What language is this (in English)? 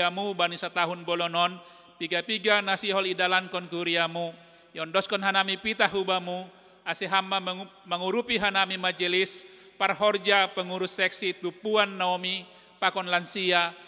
Batak Simalungun